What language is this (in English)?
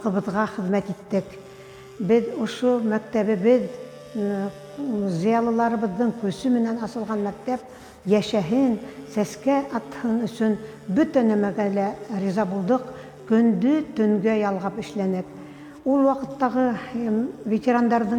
Bashkir